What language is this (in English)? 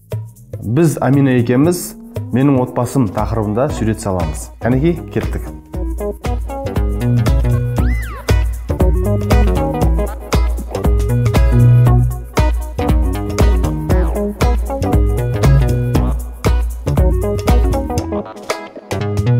Kazakh